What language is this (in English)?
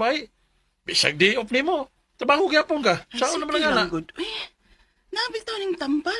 Cebuano